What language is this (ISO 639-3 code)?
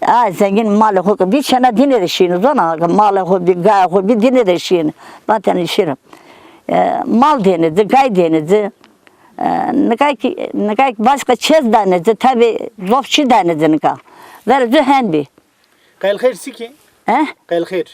zza